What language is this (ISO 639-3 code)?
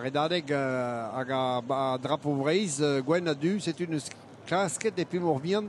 bre